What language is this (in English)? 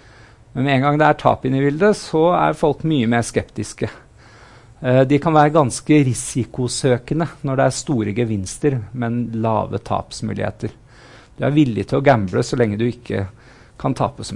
Norwegian